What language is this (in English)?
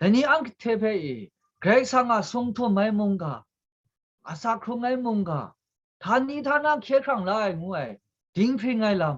Kachin